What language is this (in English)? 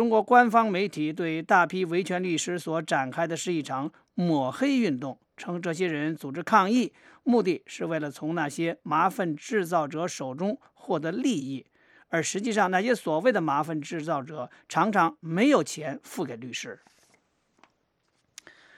Chinese